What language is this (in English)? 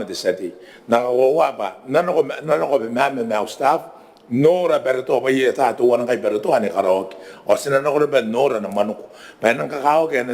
Gilbertese